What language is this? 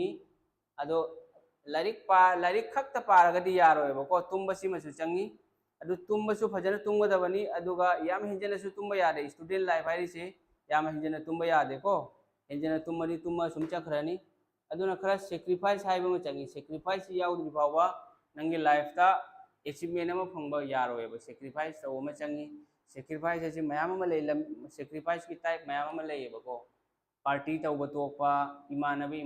Manipuri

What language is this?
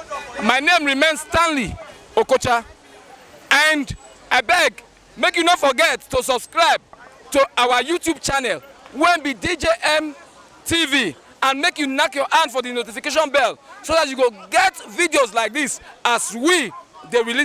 Nigerian Pidgin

